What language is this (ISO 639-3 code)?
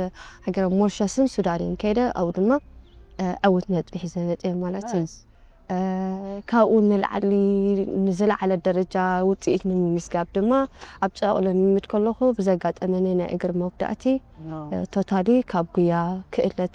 tir